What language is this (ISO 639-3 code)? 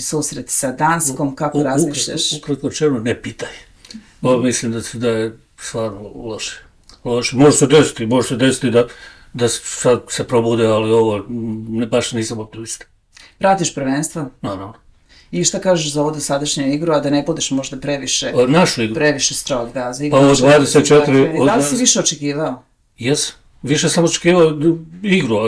bos